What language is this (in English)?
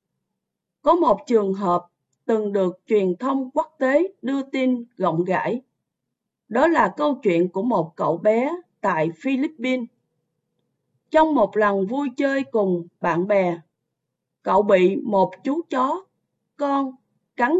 Vietnamese